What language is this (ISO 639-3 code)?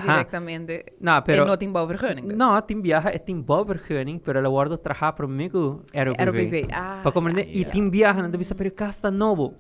pap